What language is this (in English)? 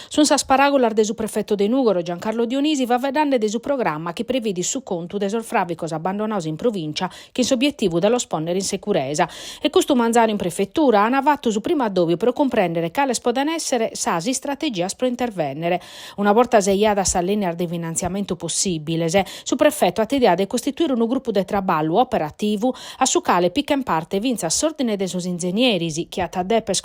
Sardinian